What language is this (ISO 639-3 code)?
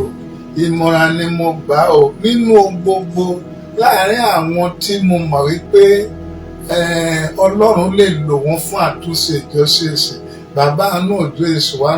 yor